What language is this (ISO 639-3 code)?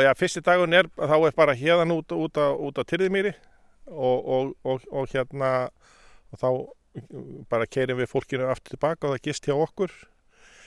isl